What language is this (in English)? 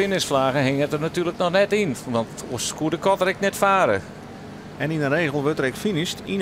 Western Frisian